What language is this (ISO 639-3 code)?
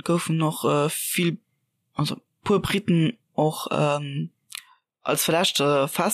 ltz